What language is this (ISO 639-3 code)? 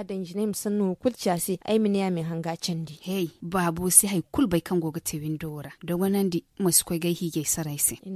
dje